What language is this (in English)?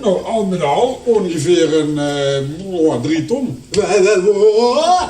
Limburgish